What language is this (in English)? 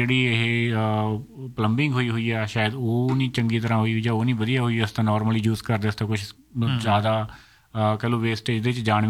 Punjabi